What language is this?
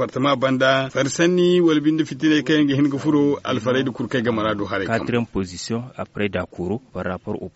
Zarma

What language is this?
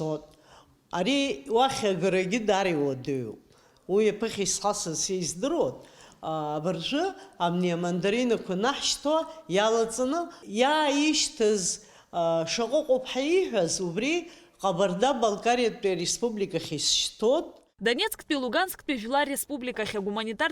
Abkhazian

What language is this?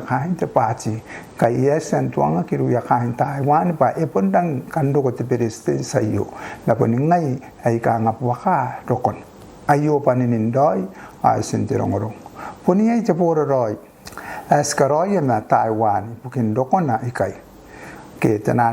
Gilbertese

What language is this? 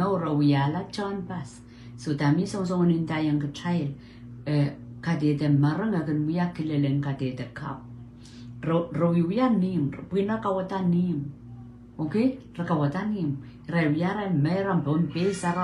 Pohnpeian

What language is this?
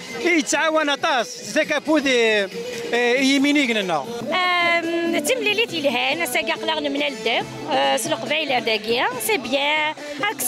Kabyle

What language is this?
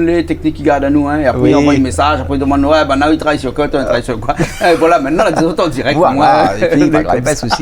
Réunion Creole French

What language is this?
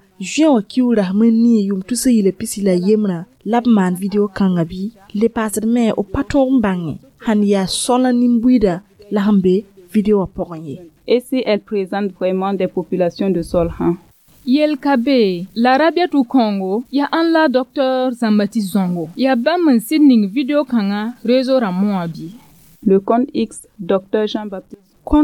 Mossi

